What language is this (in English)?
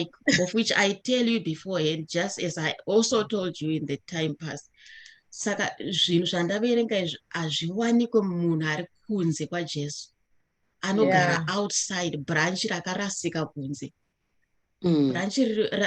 Shona